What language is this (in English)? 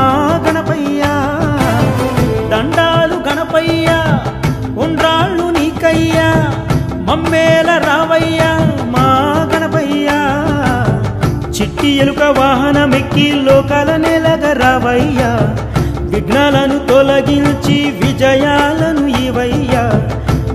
Telugu